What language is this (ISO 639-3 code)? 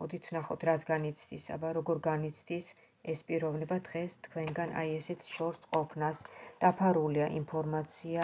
kat